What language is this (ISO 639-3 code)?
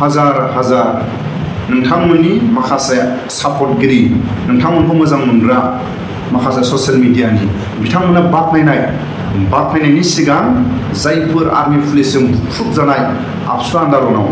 brx